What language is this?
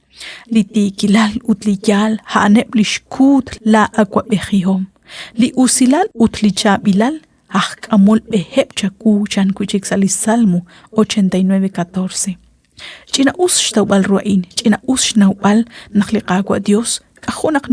Kekchí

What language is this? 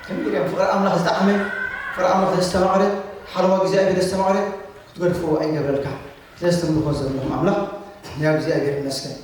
Tigrinya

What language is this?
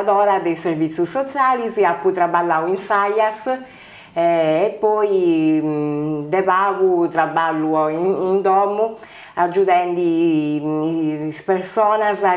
Sardinian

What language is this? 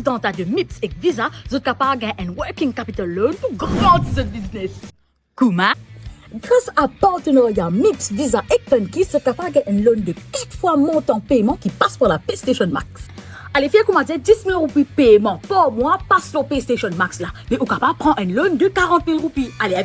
Morisyen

